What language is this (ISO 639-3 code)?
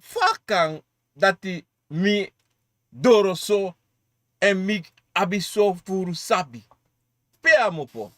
srn